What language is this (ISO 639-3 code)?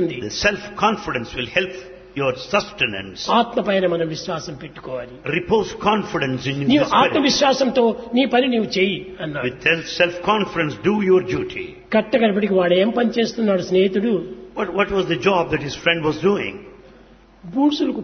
tel